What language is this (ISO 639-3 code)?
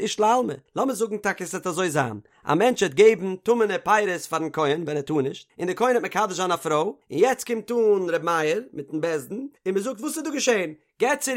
yid